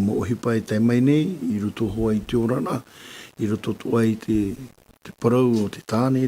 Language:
Tahitian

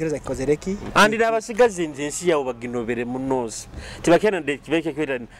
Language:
Nyoro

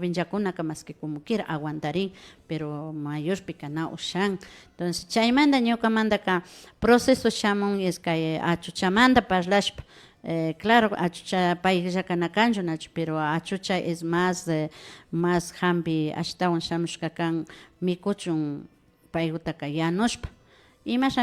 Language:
Imbabura Highland Quichua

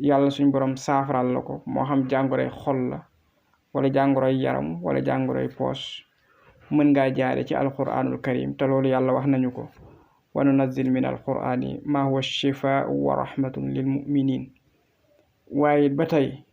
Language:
Wolof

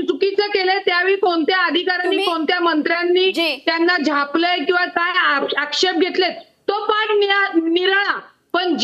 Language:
Marathi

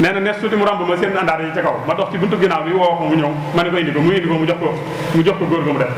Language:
Wolof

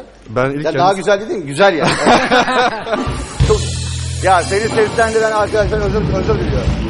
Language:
Turkish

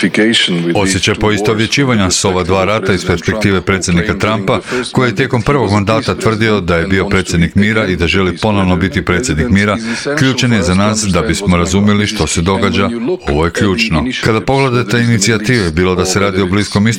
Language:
Croatian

